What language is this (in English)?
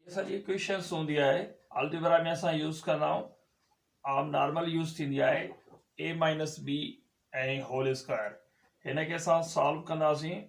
Sindhi